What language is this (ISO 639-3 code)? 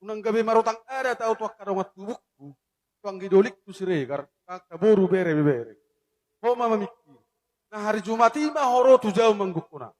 bbc